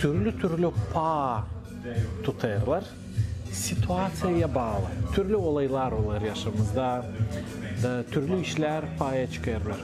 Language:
Gagauz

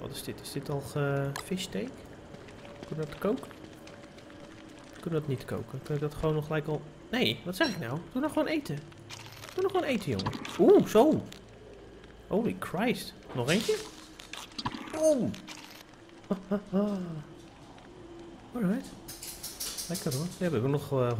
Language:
Dutch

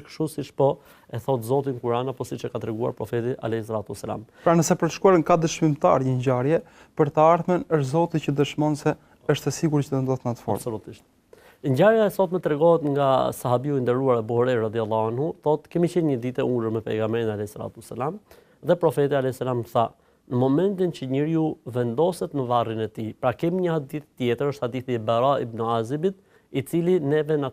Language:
Albanian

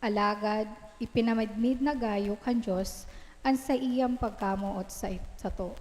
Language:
Bikol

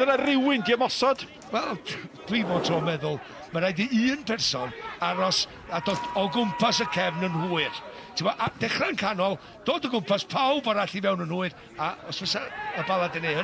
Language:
Welsh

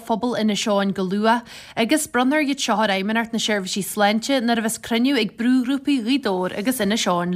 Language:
Irish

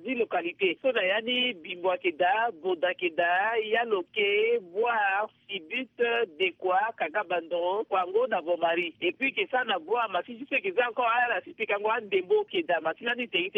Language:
Sango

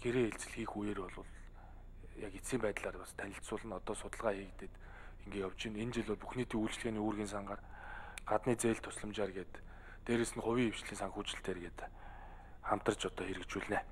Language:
Mongolian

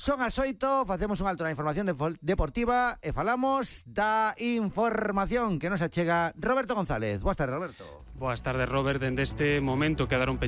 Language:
Galician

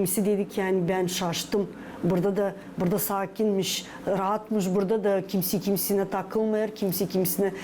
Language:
Gagauz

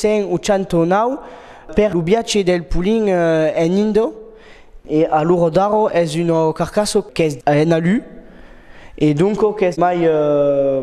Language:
Occitan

